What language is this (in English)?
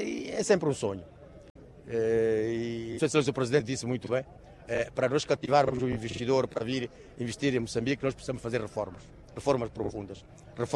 Portuguese